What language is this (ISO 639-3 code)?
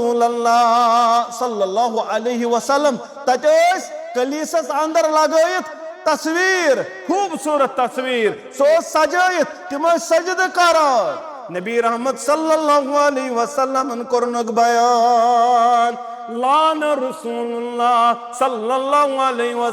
kas